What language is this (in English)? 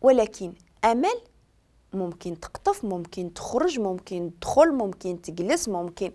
Moroccan Arabic